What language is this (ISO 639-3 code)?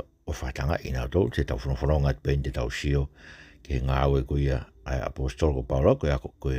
ton